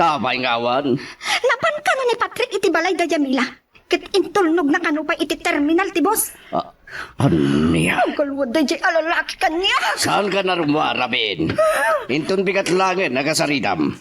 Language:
Iloko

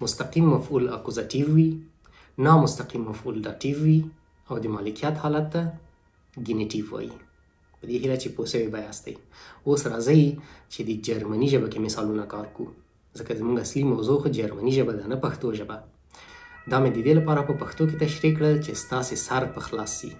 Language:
Pashto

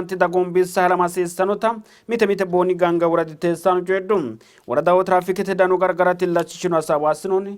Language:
Sidamo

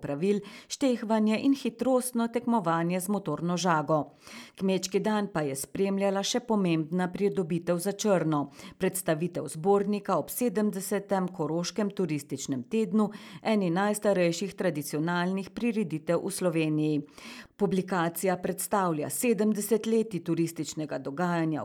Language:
Slovenian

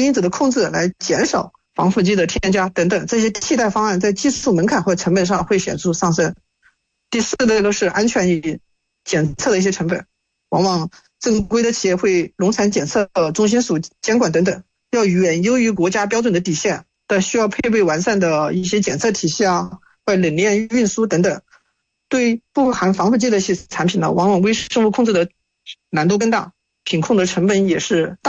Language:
Chinese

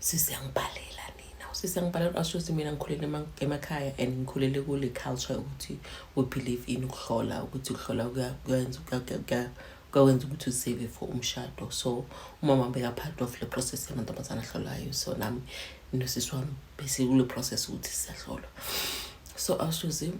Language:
Zulu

